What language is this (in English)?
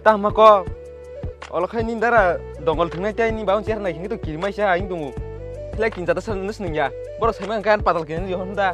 Kok Borok